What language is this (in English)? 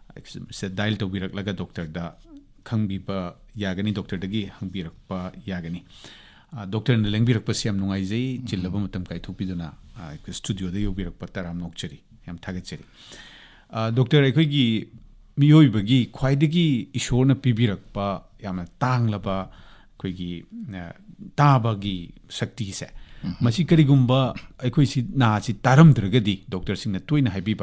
Manipuri